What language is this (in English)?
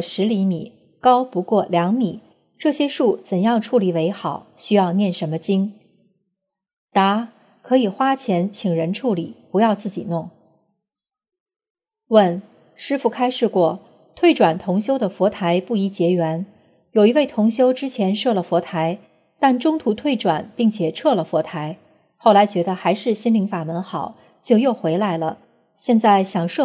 Chinese